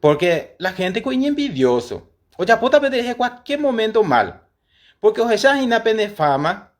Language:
Guarani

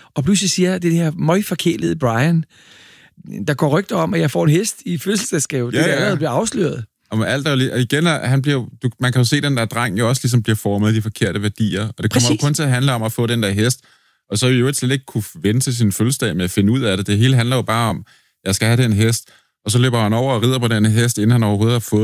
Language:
Danish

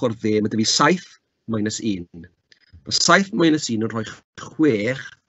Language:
Welsh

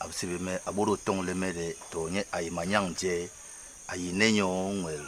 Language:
Basaa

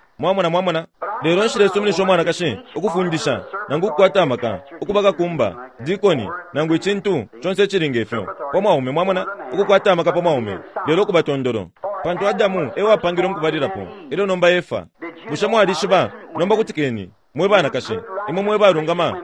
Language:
Bemba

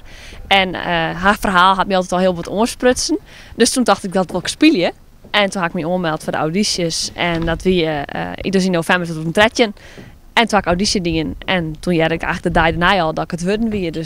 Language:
Western Frisian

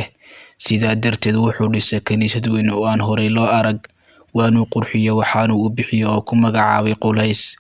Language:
Somali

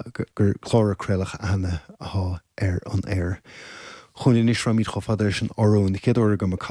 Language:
Irish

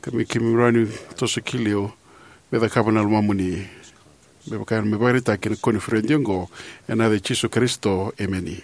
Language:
Fijian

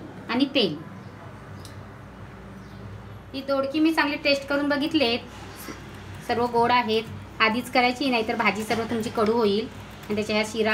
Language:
Marathi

